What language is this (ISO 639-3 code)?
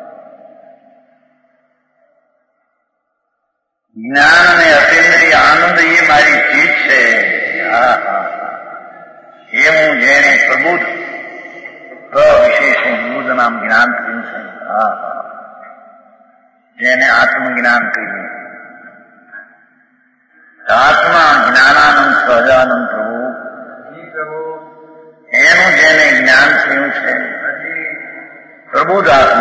guj